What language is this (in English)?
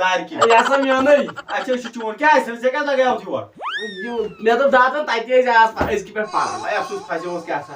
Kashmiri